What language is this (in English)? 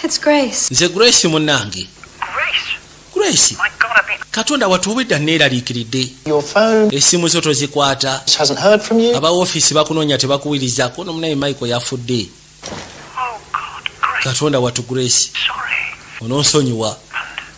Ganda